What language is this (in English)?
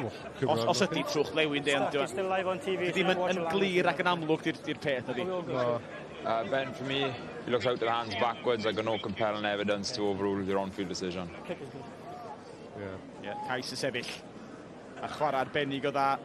Welsh